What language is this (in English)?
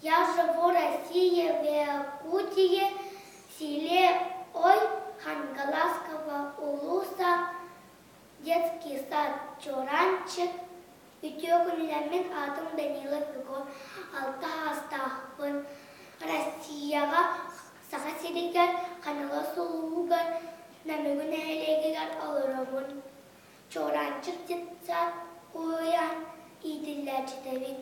Yakut